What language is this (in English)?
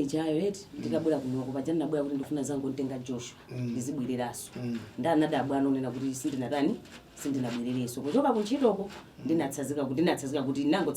Nyanja